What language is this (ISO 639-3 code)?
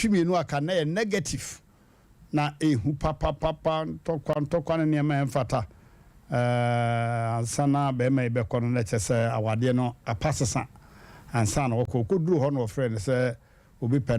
aka